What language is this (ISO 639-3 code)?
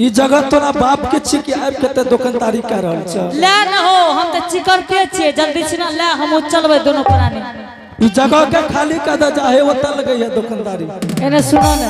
anp